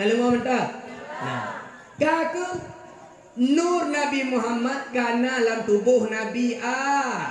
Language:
Achinese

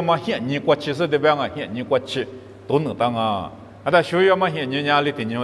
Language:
Lisu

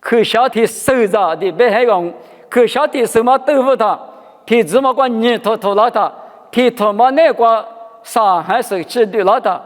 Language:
Lisu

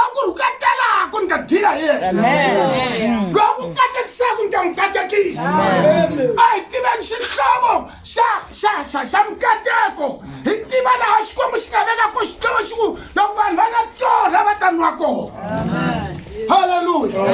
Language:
Tsonga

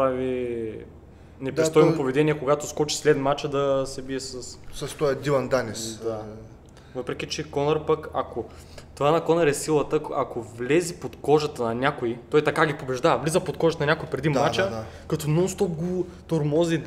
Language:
Bulgarian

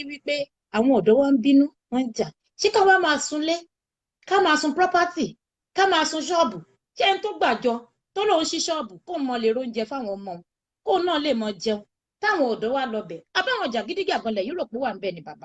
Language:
Yoruba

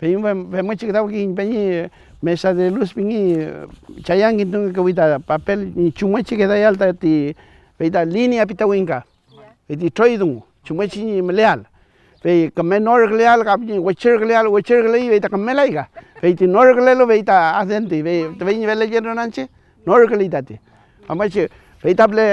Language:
Mapuche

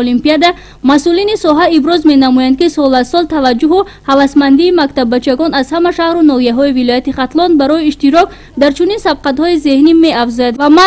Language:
Tajik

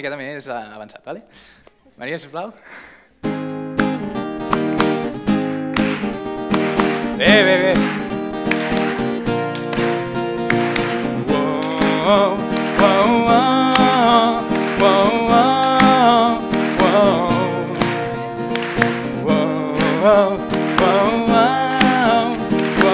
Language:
Catalan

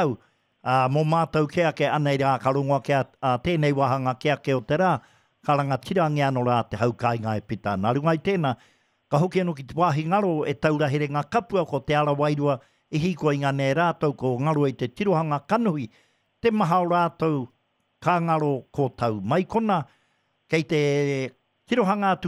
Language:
Māori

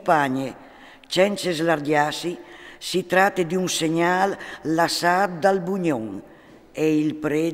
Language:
Friulian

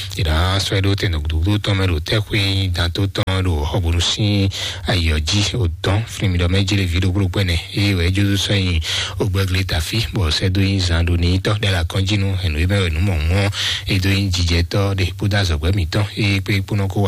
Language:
Fon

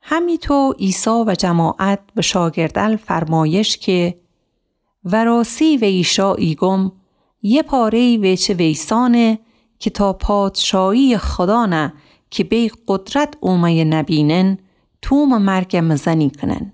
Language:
Gilaki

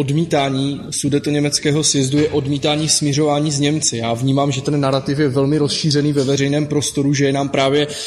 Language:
Czech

